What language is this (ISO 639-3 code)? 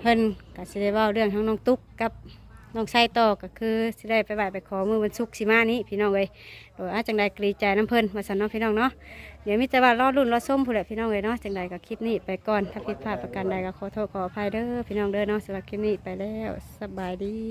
lao